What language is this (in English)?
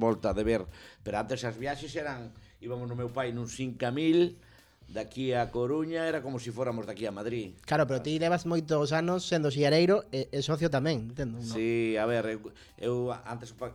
Galician